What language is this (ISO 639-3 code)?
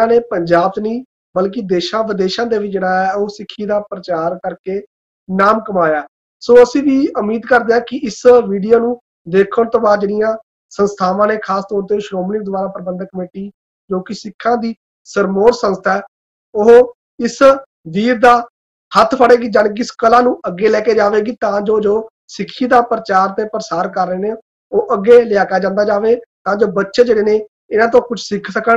pan